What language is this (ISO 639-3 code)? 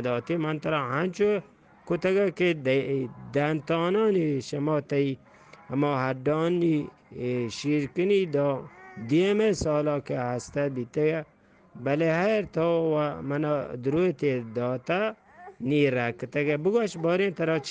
bgp